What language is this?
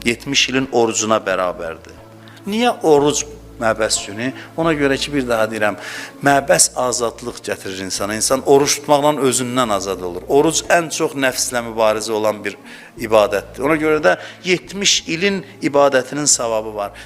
Azerbaijani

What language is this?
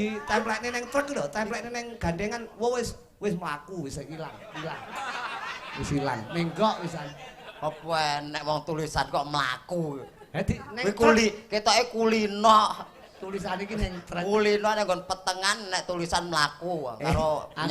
Javanese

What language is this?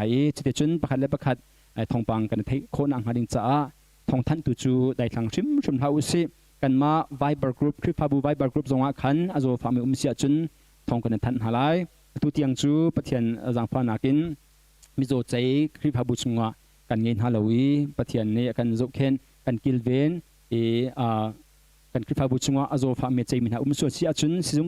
Hakha Chin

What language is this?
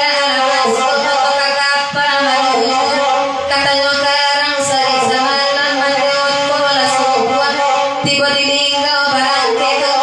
Minangkabau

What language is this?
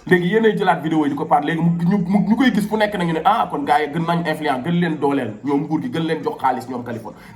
Wolof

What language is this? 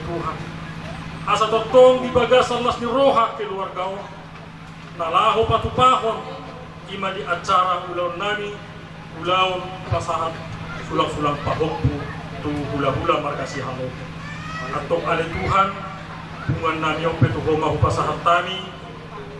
Batak Toba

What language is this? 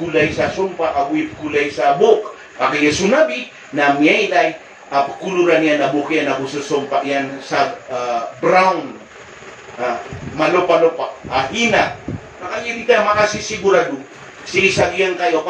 Maranao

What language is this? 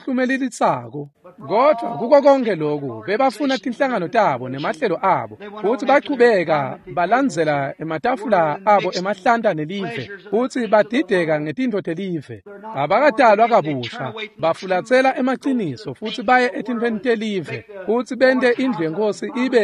Swati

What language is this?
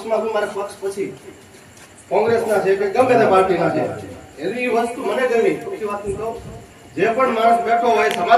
Gujarati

